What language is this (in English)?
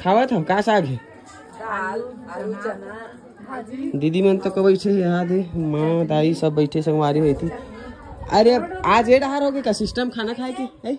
Chhattisgarhi